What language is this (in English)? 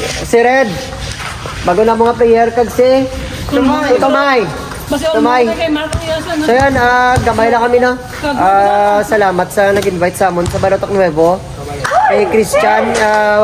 Hiligaynon